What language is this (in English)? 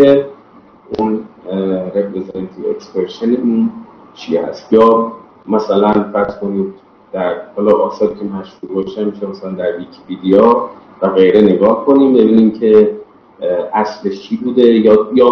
Persian